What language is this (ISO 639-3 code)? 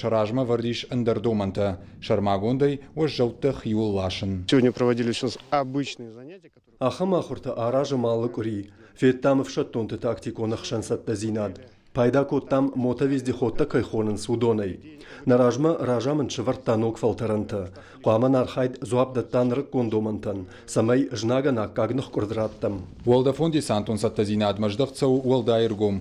oss